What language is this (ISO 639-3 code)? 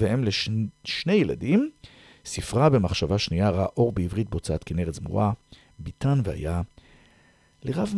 heb